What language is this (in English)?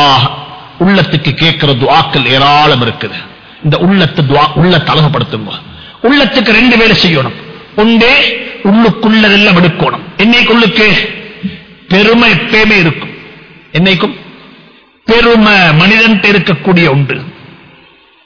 Tamil